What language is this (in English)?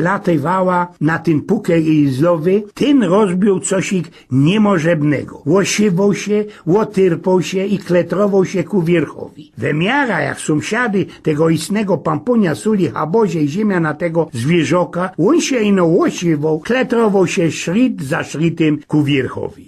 Silesian